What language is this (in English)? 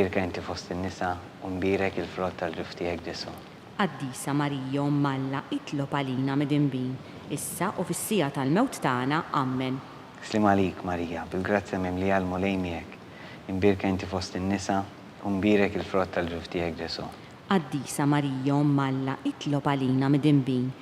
Maltese